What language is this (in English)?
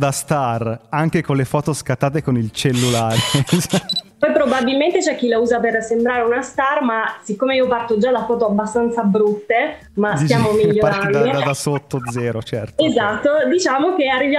Italian